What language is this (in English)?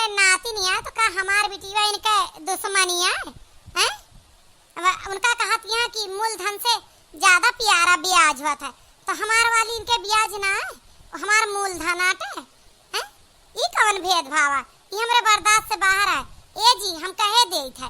Awadhi